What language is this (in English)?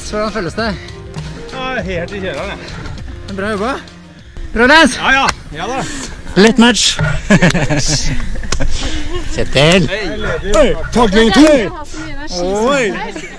Norwegian